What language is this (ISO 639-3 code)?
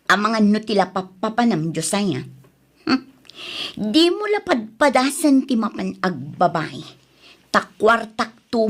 ilo